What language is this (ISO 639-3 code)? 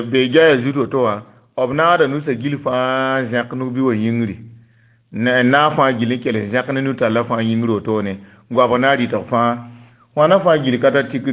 mos